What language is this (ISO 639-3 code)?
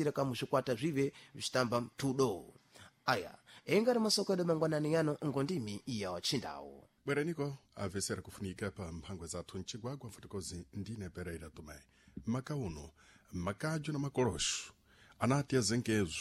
seh